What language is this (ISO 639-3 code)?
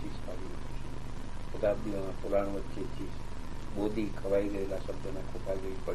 guj